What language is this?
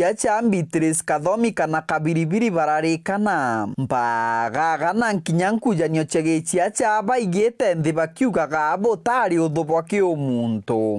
Meru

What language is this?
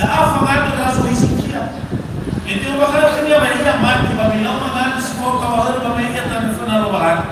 Nias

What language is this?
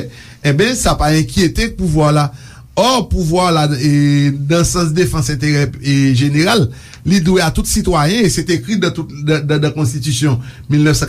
Haitian Creole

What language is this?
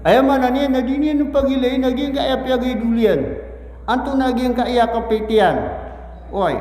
Maranao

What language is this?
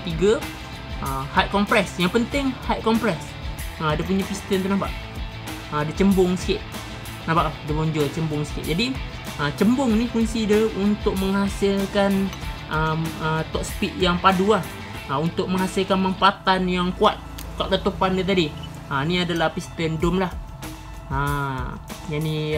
Malay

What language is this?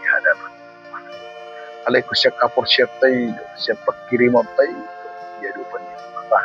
Batak Toba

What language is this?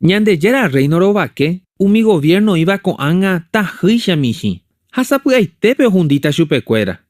Guarani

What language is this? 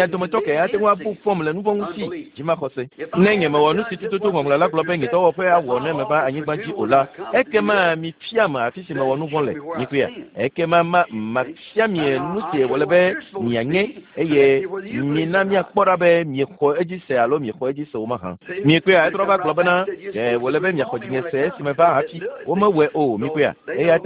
Ewe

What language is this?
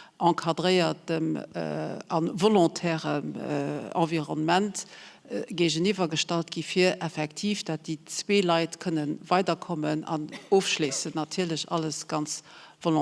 Luxembourgish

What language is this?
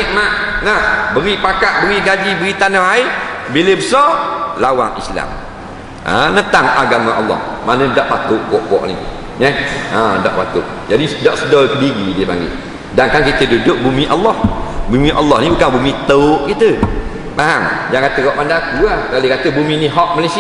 Malay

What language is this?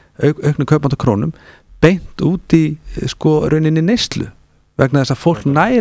Icelandic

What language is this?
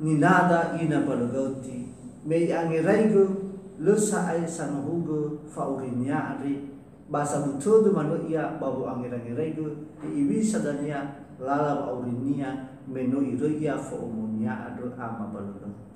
Nias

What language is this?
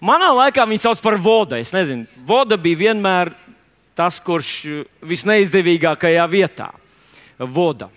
Latvian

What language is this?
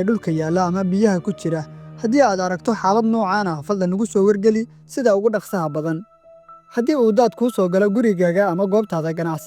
Somali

